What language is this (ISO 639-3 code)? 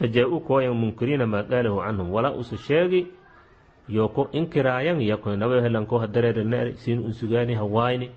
som